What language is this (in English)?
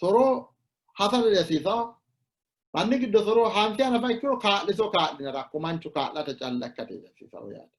Sidamo